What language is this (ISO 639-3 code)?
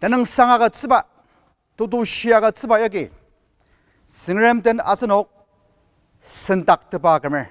njo